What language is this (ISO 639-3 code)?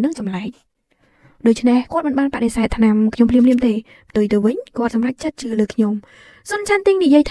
khm